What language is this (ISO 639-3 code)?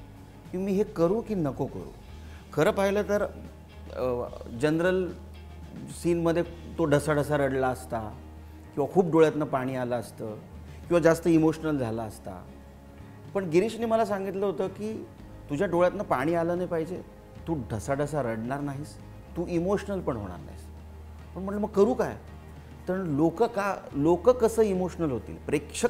mar